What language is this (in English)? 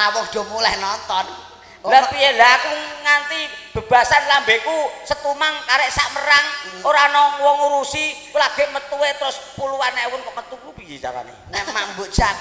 Javanese